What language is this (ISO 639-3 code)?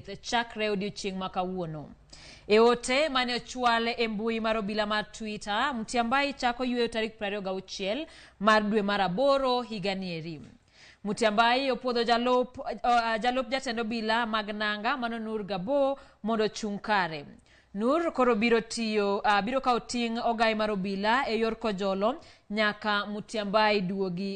luo